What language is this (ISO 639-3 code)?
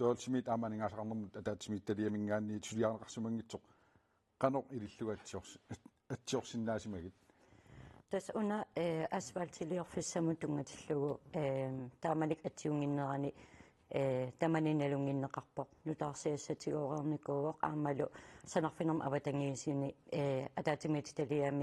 kal